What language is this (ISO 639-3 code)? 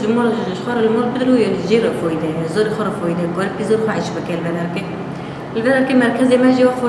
kur